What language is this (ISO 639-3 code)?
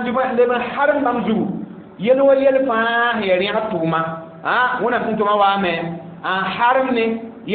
mos